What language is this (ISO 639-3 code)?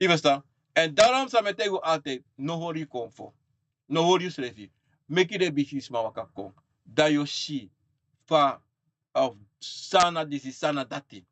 srn